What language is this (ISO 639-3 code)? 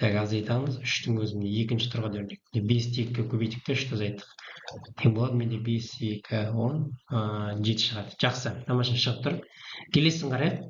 kaz